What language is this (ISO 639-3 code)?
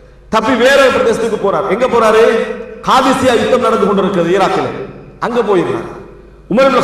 tam